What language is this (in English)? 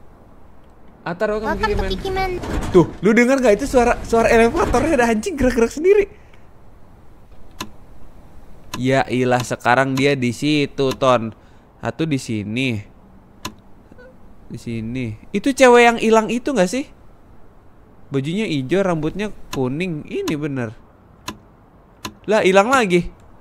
Indonesian